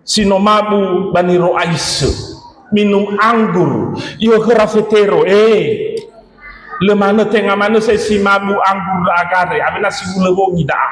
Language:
Nias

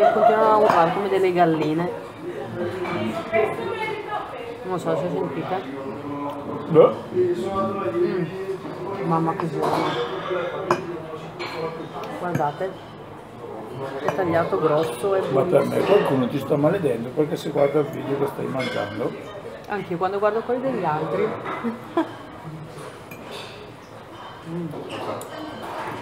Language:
Italian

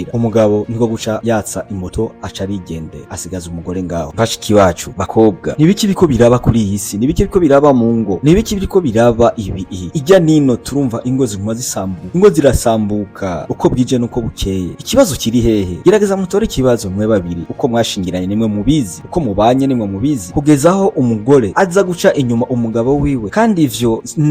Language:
Rundi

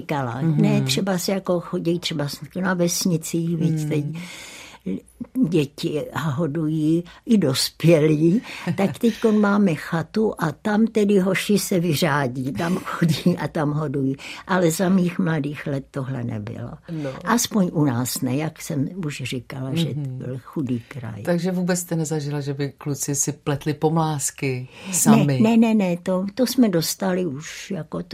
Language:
Czech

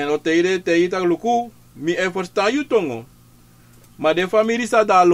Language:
Sranan Tongo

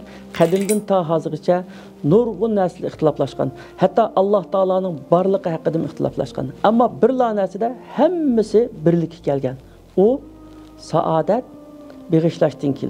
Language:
Uyghur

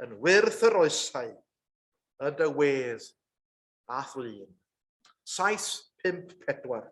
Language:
Welsh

